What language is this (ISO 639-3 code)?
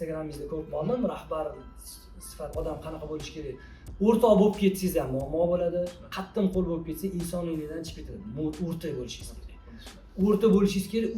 uzb